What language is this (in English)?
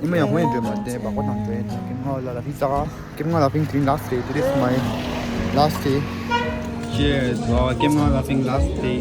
Tibetan